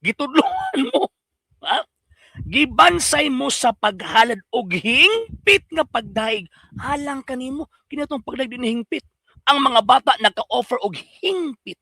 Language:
Cebuano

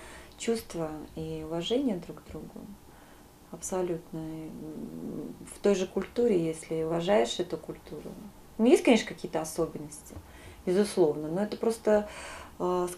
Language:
Russian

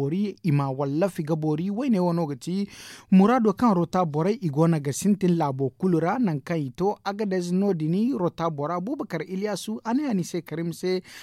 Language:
Zarma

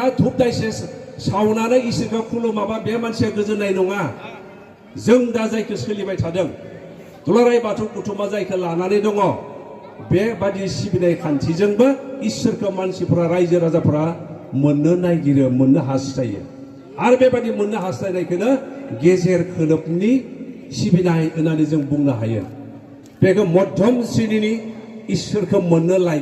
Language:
Bodo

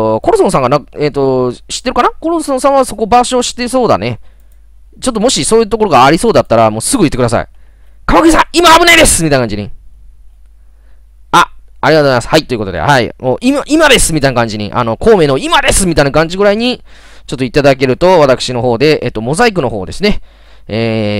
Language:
Japanese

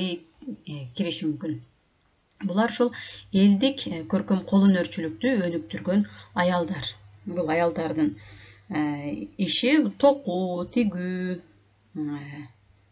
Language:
Kyrgyz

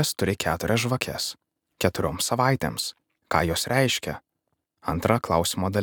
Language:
Lithuanian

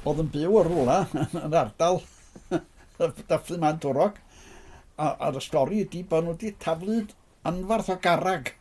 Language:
Welsh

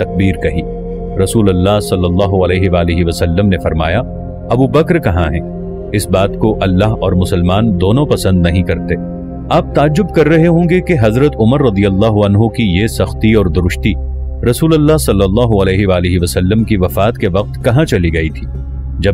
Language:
Urdu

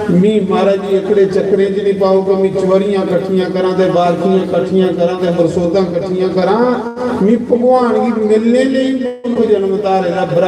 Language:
Dogri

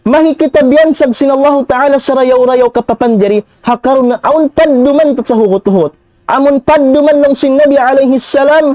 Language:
Tausug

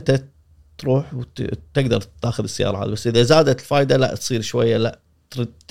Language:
Gulf Arabic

